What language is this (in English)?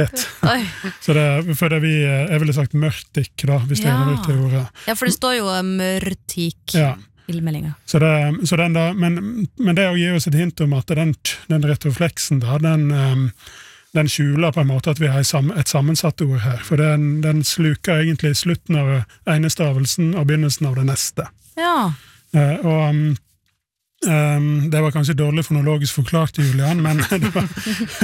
Norwegian